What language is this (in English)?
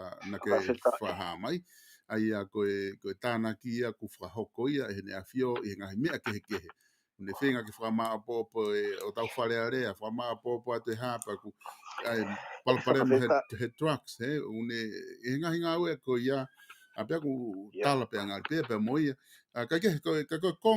Tongan